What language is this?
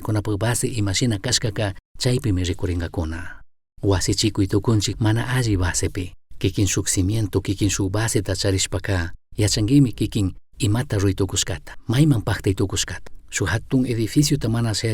Chimborazo Highland Quichua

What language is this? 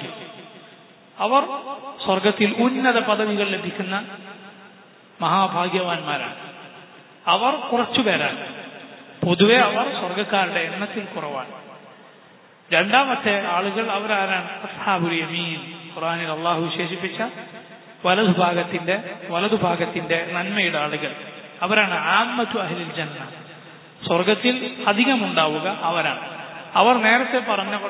Malayalam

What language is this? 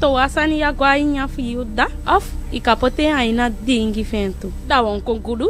Eastern Maroon Creole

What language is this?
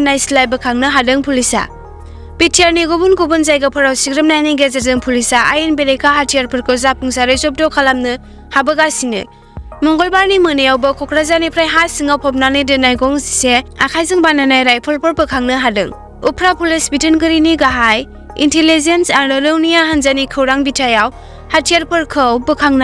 Bodo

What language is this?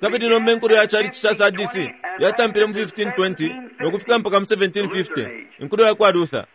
Bemba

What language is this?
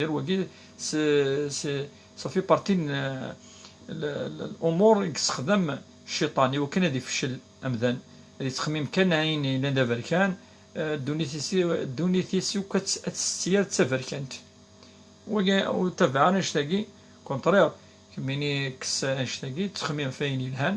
Kabyle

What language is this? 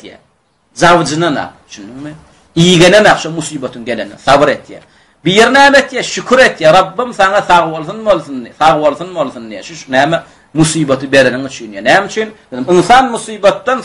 Turkmen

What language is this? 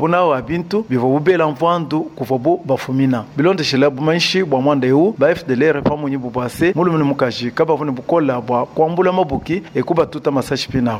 Luba-Lulua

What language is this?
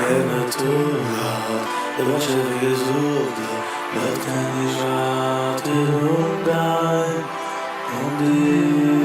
Yiddish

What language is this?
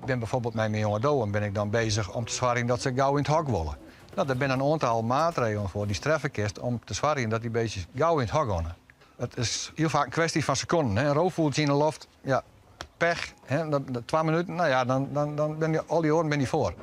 Western Frisian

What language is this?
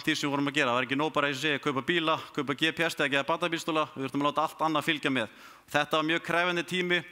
Icelandic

